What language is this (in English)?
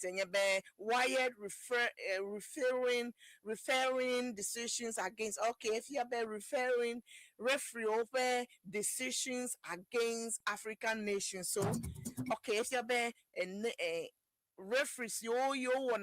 Ewe